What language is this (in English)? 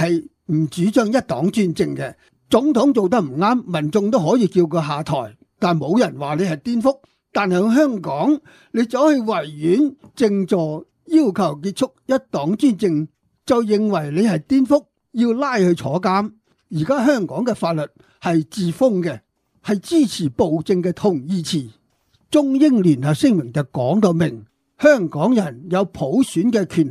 Cantonese